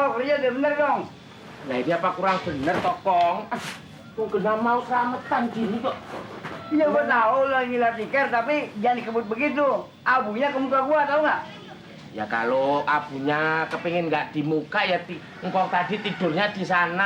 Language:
Betawi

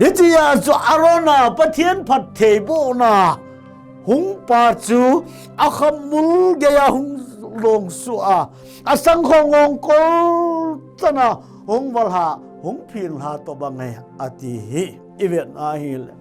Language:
Thado Chin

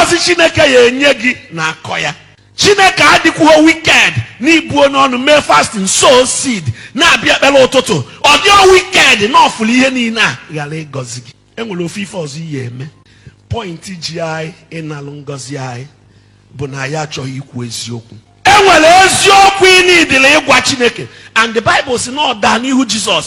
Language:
Igbo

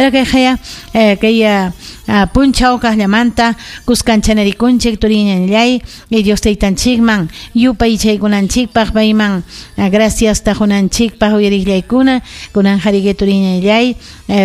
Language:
Ayacucho Quechua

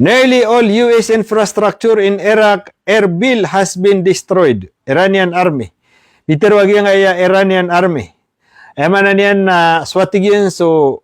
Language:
Maranao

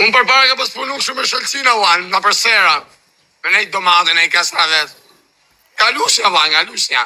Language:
Albanian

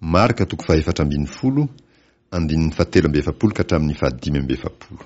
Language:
Malagasy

